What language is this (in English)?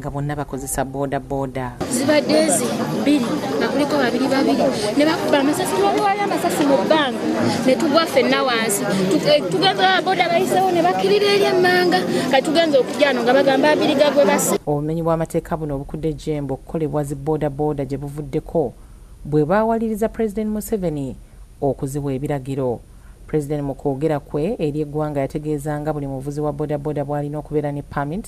Ganda